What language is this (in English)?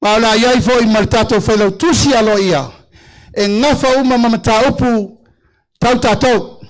Samoan